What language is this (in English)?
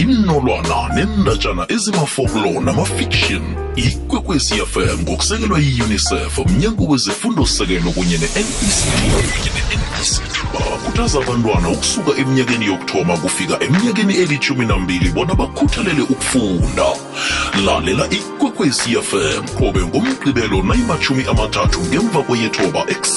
South Ndebele